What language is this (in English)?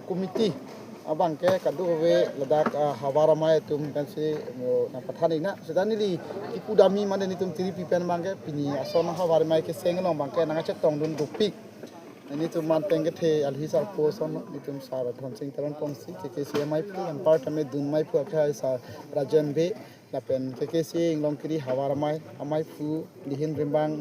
Karbi